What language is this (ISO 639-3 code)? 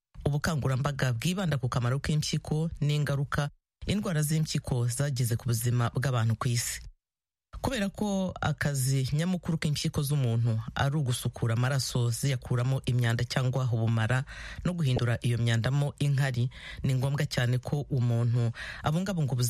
kin